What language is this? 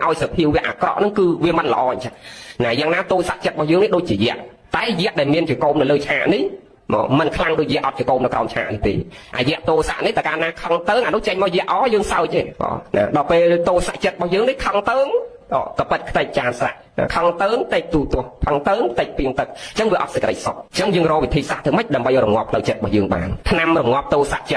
Khmer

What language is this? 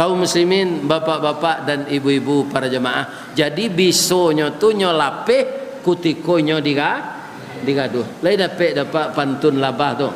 Minangkabau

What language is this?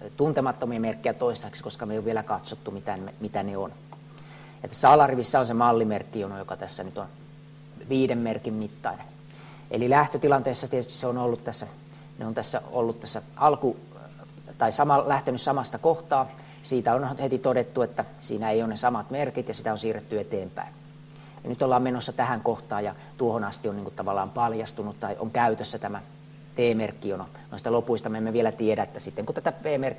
Finnish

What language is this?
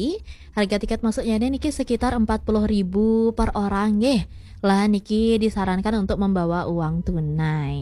Balinese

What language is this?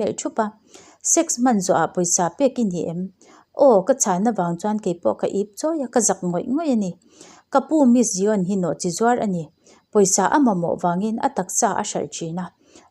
Mizo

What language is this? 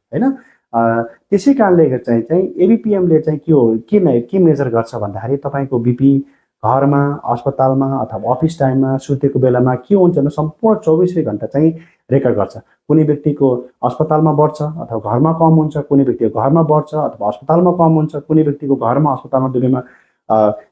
Nepali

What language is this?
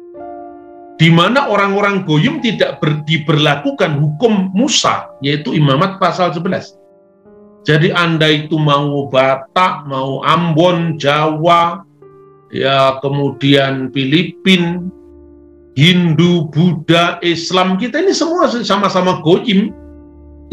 Indonesian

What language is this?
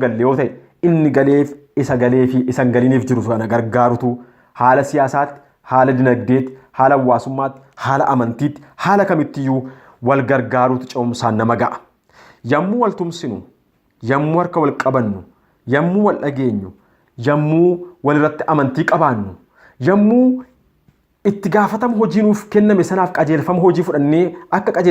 Oromo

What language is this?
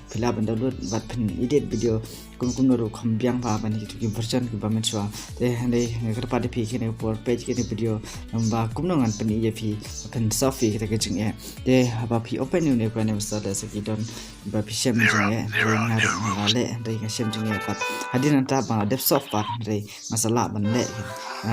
Khasi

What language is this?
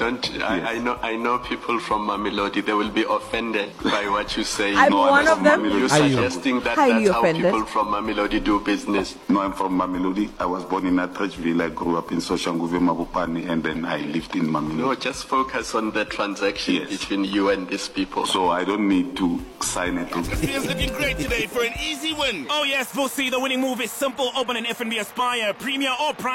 English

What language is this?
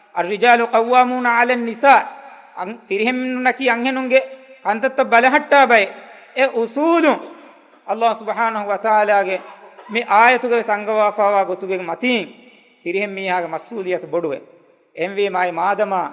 Divehi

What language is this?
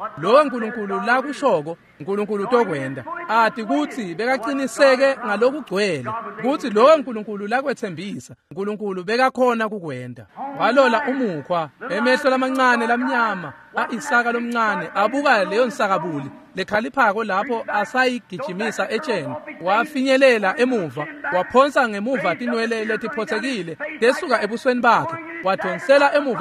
Swati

